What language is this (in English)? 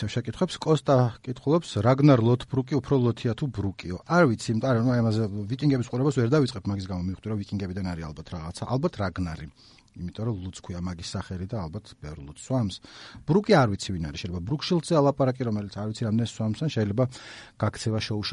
Georgian